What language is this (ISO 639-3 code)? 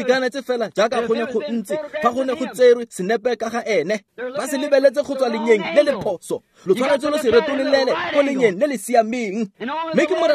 tsn